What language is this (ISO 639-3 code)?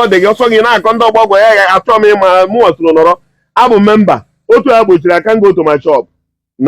ibo